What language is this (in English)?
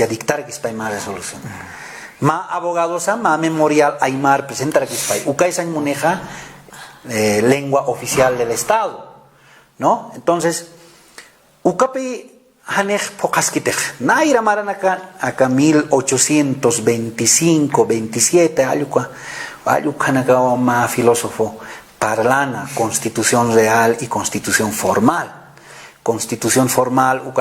Aymara